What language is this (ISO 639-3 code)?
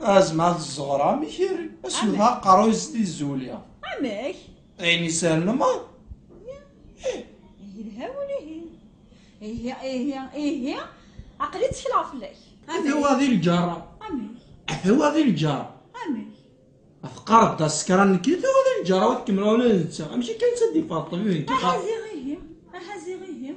kab